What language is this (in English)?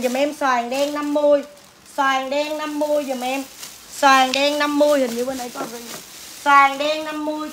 Vietnamese